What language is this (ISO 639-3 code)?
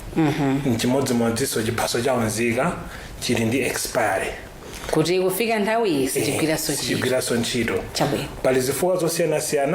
nya